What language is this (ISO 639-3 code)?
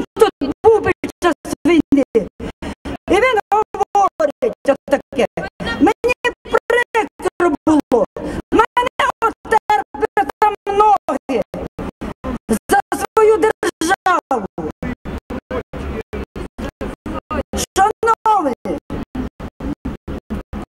ukr